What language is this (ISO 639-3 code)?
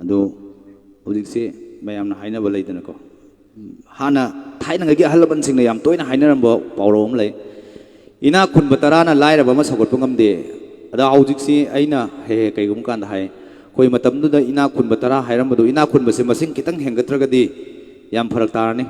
mni